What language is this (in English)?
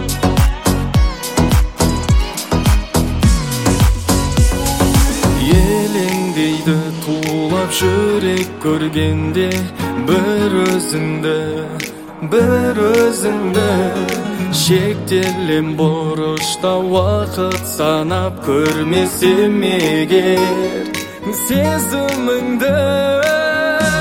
Kazakh